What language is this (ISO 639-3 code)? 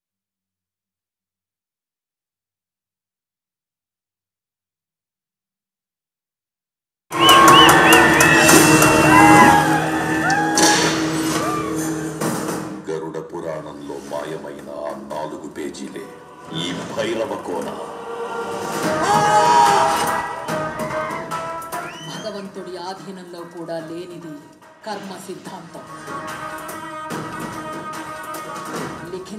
tel